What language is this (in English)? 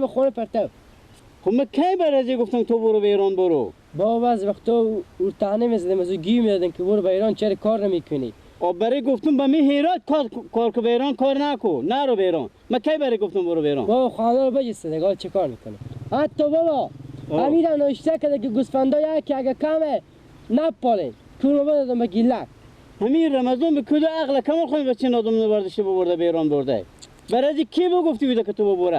Persian